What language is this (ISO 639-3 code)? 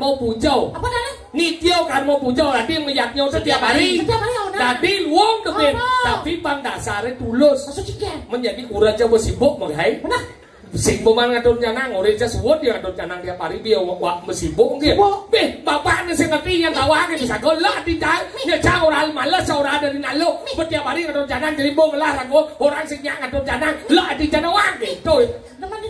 ban